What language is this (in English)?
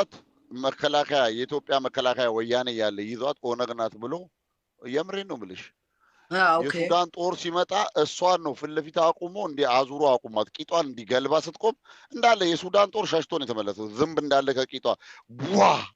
Amharic